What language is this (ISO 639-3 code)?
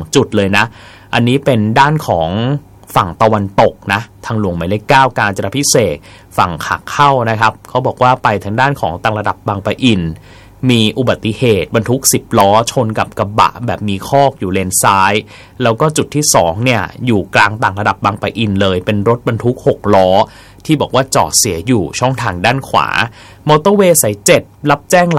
tha